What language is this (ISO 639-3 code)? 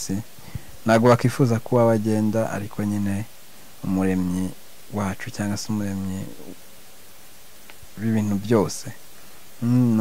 kin